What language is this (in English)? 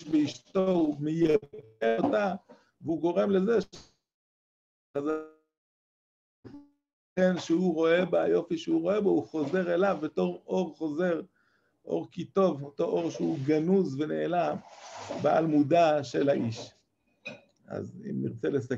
Hebrew